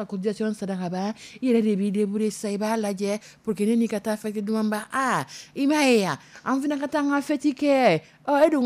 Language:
Dyula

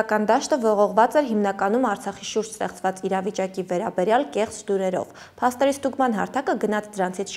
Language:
Armenian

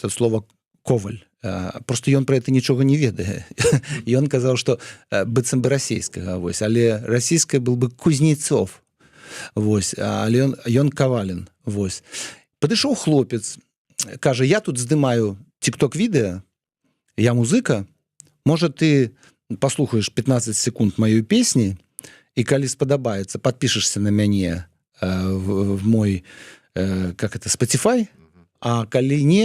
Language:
Belarusian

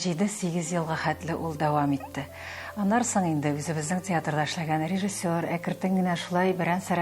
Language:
Tatar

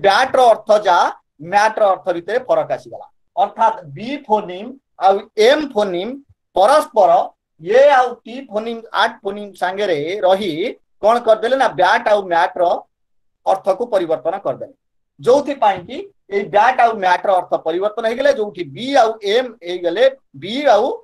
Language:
Odia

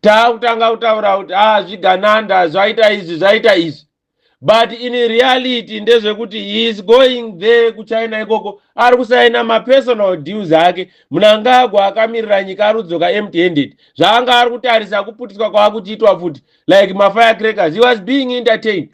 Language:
Shona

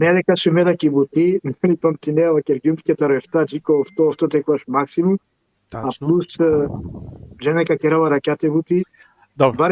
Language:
Balkan Romani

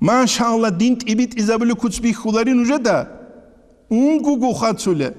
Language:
Avaric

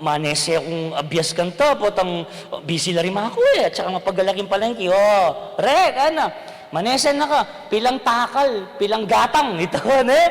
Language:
Pampanga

